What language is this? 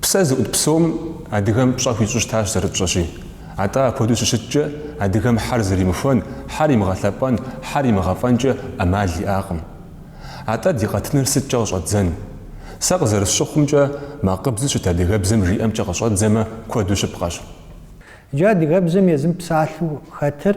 Kabardian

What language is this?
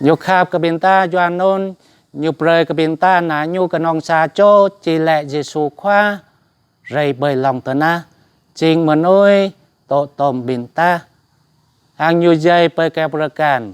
Jarai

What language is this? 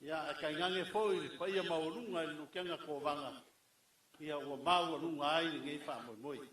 Samoan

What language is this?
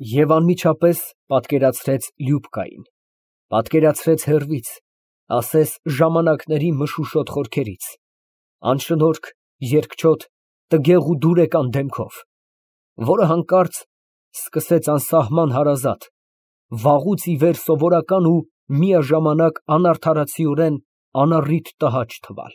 Armenian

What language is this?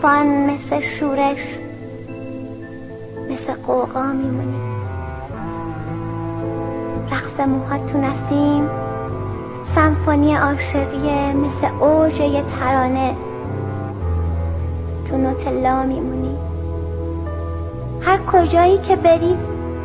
Persian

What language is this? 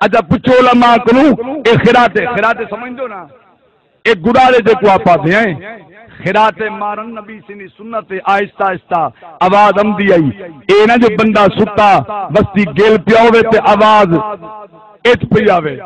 Saraiki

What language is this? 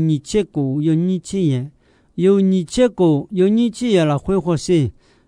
Akha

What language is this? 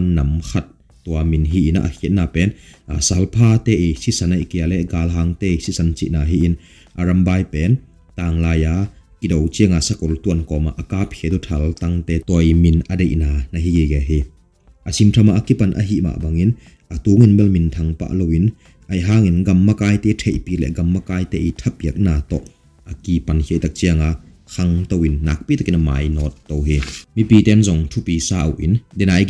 Tedim Chin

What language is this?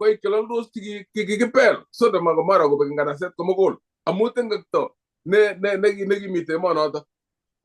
Kalenjin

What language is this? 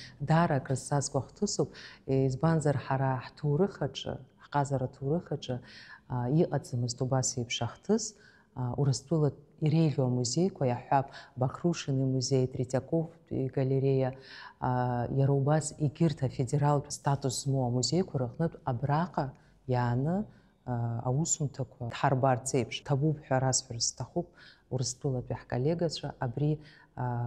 Abkhazian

